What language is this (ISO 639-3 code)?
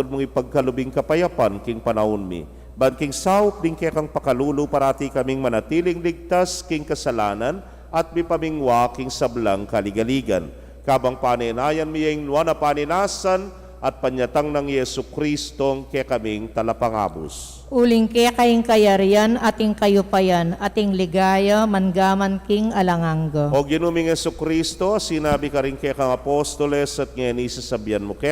pam